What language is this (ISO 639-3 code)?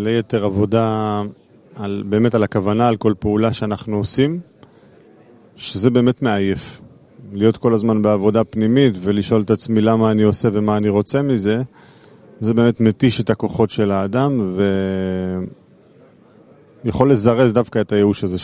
heb